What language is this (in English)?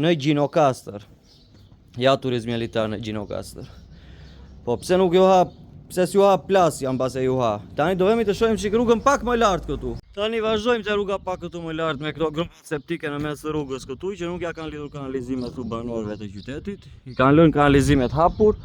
Albanian